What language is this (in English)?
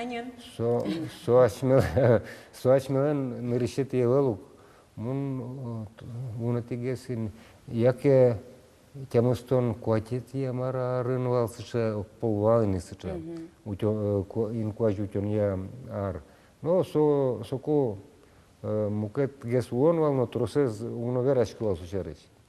Udmurt